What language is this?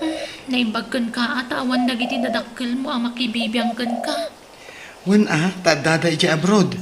Iloko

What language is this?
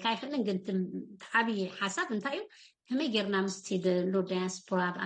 Tigrinya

